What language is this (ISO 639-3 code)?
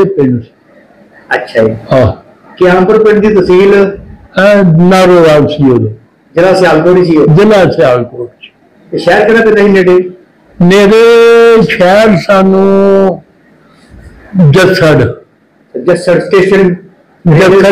pan